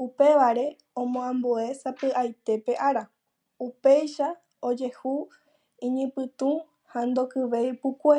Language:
Guarani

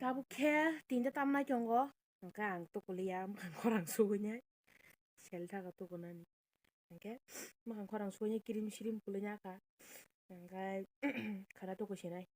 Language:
Kok Borok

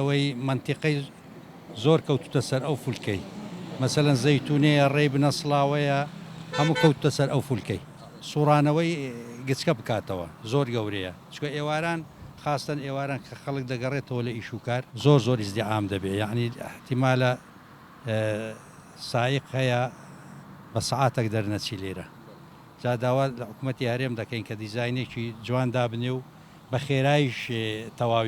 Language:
Central Kurdish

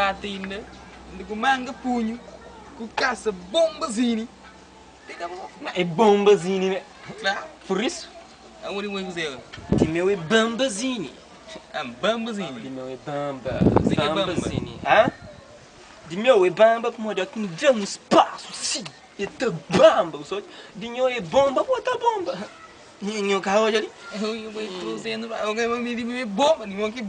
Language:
Kabuverdianu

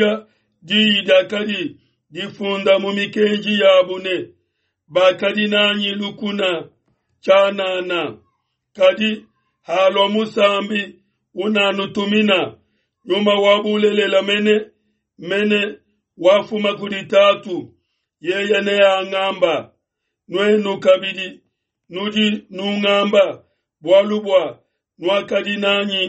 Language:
Luba-Lulua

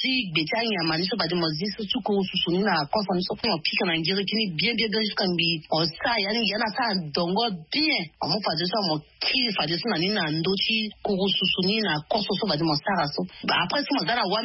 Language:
Sango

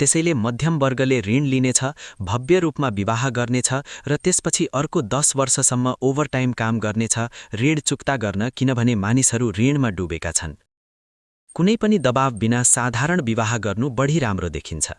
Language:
Nepali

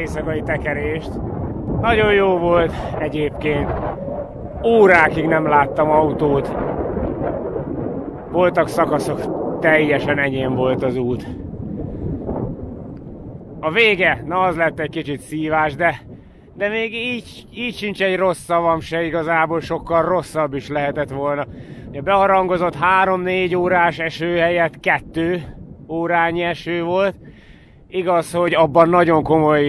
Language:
Hungarian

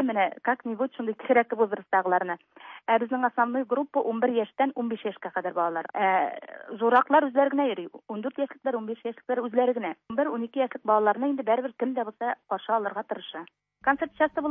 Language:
Tatar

